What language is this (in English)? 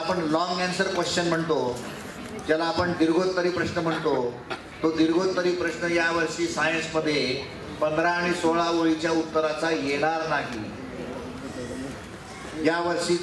Marathi